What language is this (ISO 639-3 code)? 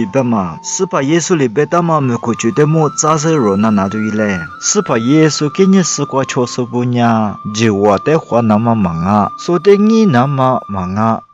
lis